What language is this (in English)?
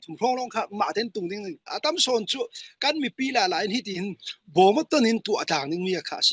Falam Chin